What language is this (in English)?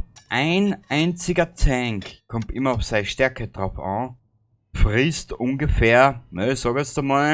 Bavarian